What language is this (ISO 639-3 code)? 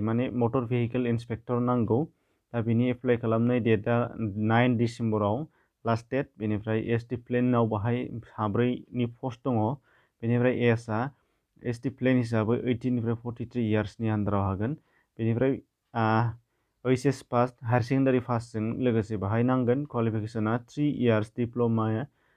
brx